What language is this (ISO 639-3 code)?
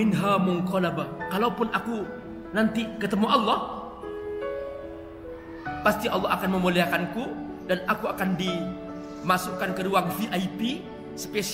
ind